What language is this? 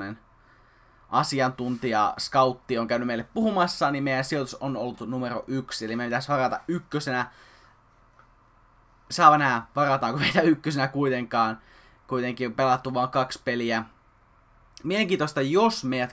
Finnish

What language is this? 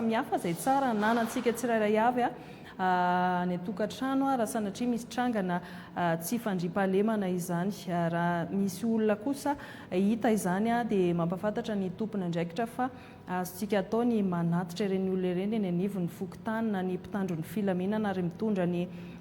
Malagasy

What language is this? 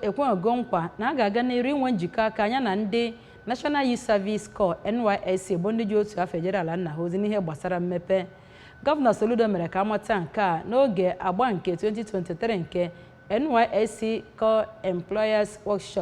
Igbo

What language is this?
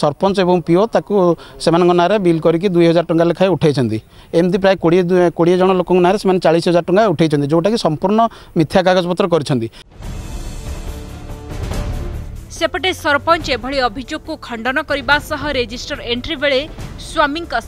Odia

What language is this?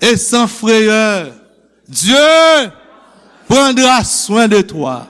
Haitian Creole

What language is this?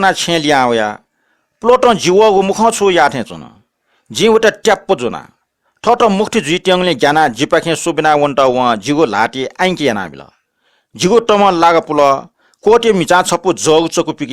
Newari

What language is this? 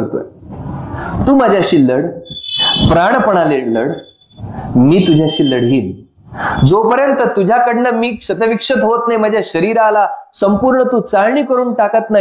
Marathi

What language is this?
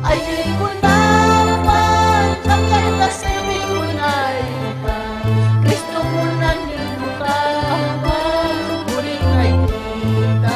Ayacucho Quechua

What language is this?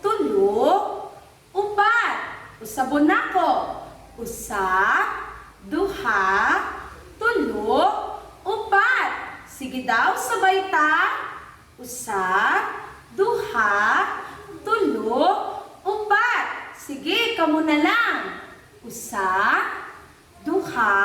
Cebuano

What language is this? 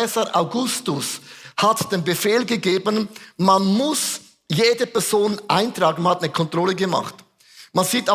Swiss German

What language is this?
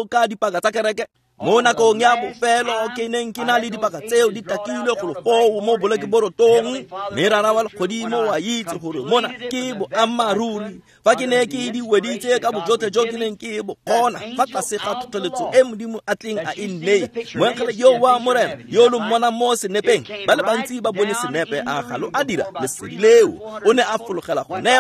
Tswana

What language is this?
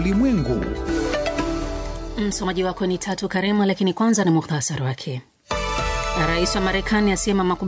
Swahili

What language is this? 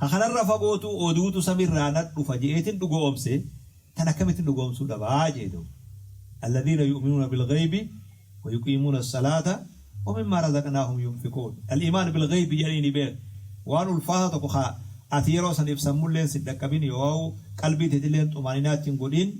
Oromo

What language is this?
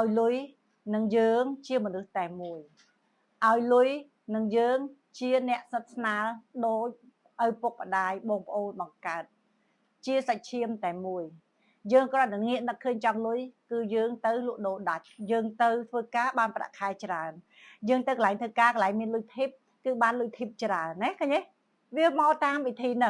Khmer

